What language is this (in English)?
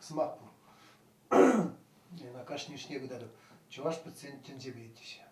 Chuvash